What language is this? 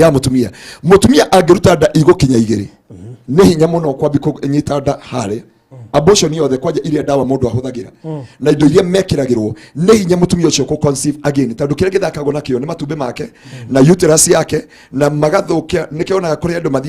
Kikuyu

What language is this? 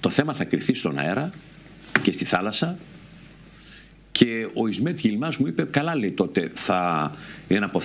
Greek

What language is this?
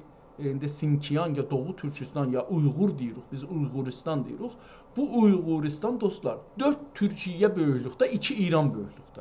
South Azerbaijani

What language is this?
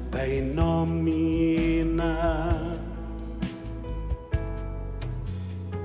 Norwegian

